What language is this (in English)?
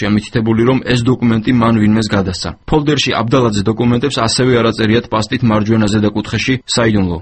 Georgian